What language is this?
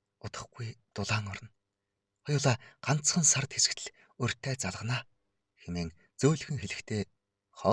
Mongolian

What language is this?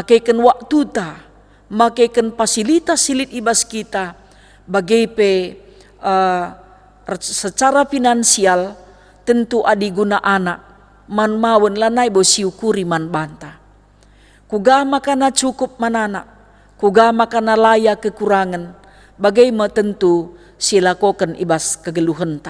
Batak Karo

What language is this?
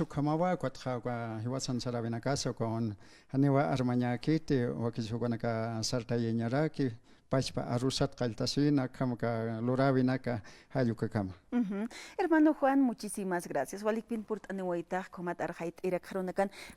Aymara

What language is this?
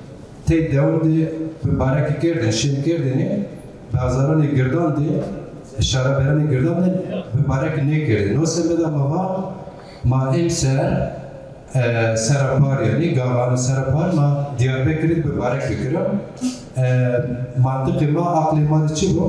Zaza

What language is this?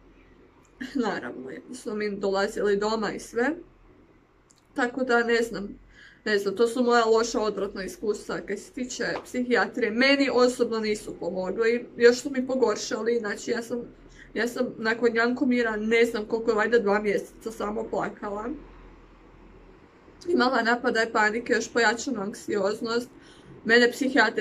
Croatian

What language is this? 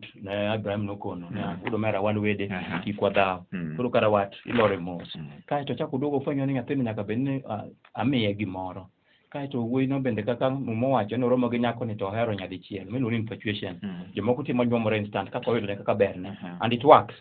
Luo (Kenya and Tanzania)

